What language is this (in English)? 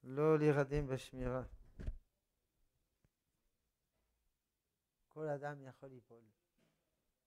Hebrew